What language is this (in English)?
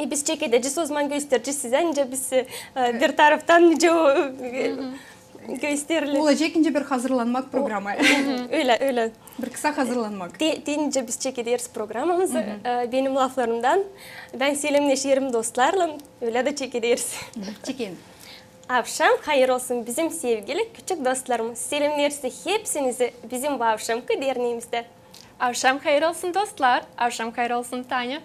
Gagauz